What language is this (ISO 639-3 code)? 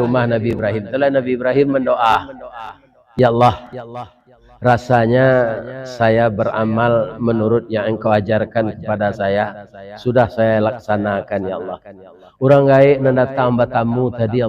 min